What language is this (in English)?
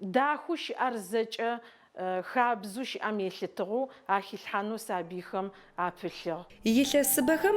Adyghe